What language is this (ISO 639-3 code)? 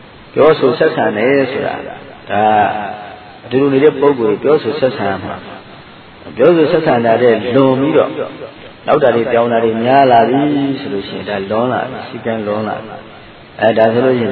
mya